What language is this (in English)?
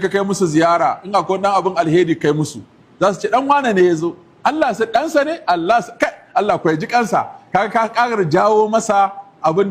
Hausa